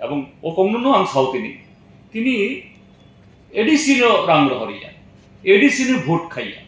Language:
Kok Borok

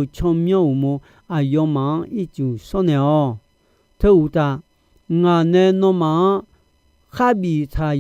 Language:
Akha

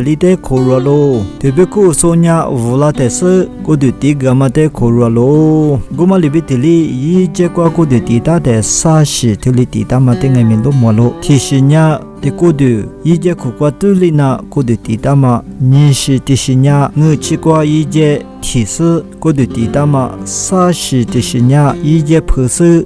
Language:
Lisu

